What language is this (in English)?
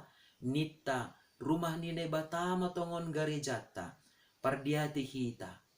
Batak Simalungun